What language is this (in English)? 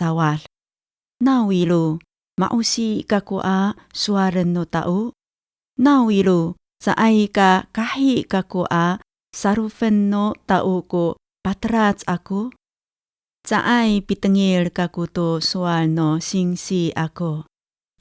Amis